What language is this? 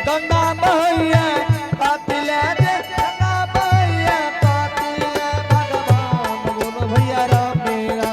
Angika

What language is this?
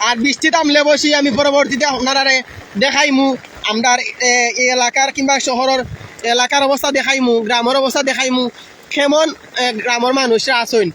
Sylheti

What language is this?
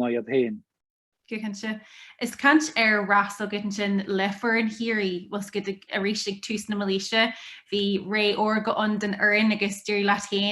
Irish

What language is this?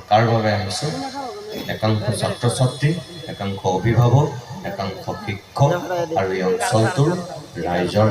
Assamese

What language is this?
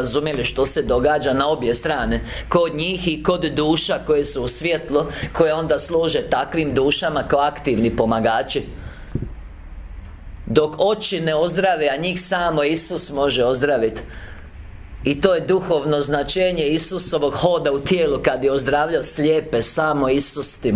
Croatian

